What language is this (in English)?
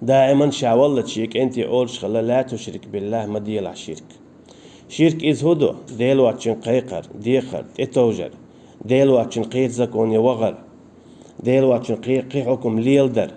Chechen